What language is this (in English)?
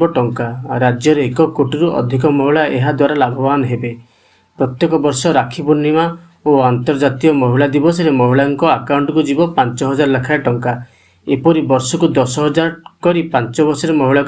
Odia